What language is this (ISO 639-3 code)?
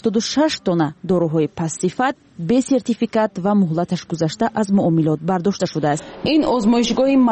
tgk